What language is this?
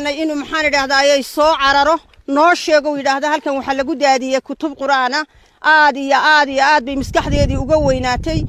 Somali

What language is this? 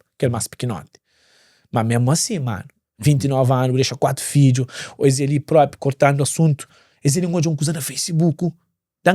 Kabuverdianu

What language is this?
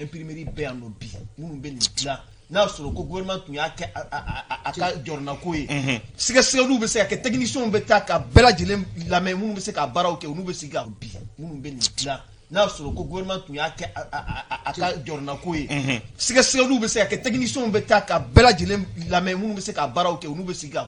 Bambara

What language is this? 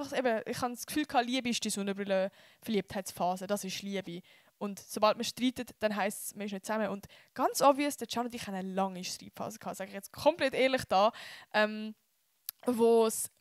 Swiss German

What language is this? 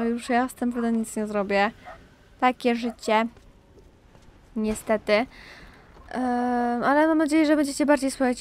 Polish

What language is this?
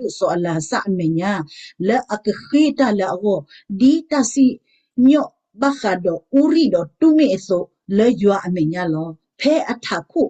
S'gaw Karen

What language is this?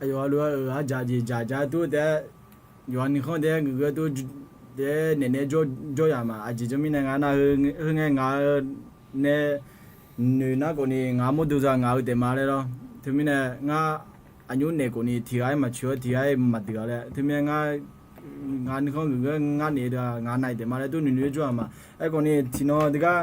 Akha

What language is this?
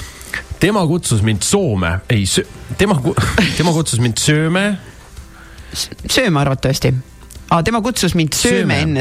Estonian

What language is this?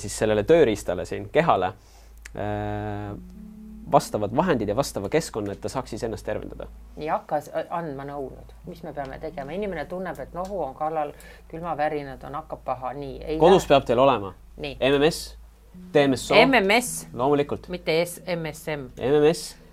Estonian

